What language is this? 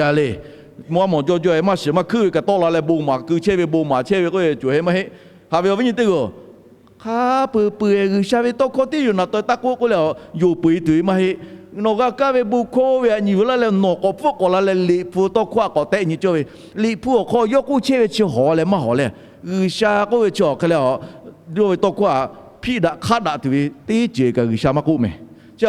Lahu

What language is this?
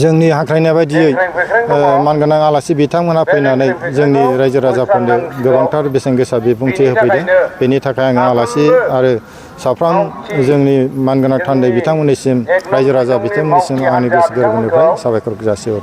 Bodo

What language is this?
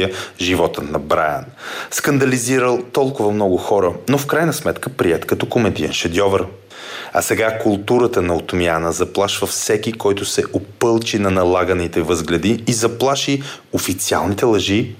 Bulgarian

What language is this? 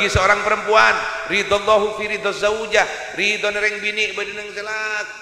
Madurese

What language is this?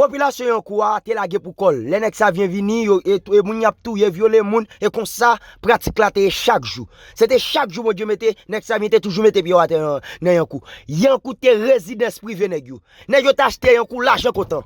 Haitian Creole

